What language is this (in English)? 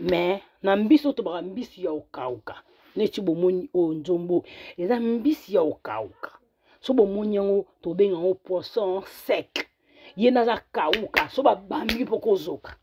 Lingala